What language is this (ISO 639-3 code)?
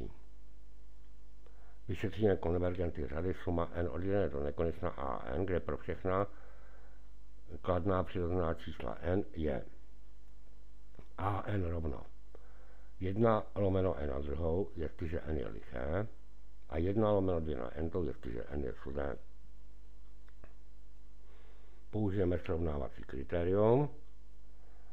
ces